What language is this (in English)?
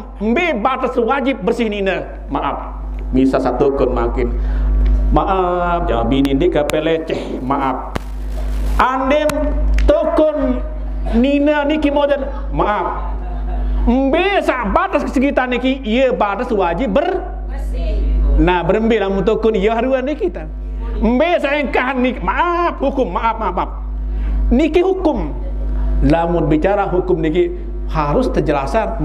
Sasak